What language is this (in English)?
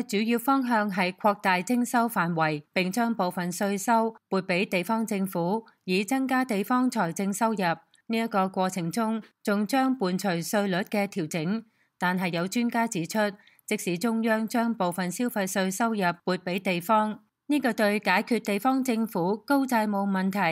Cantonese